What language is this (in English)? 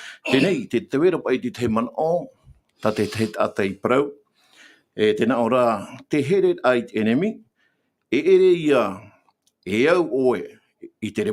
Tahitian